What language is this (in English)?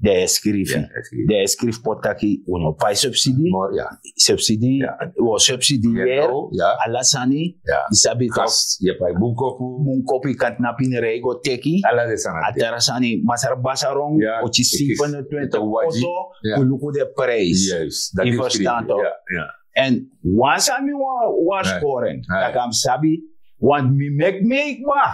Sranan Tongo